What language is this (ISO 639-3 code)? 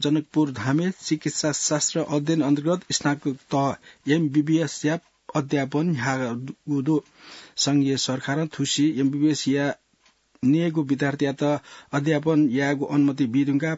new